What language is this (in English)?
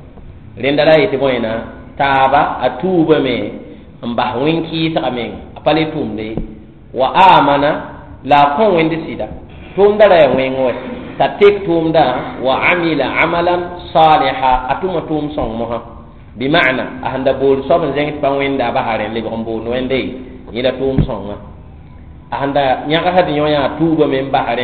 Mossi